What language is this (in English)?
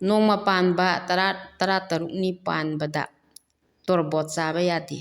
Manipuri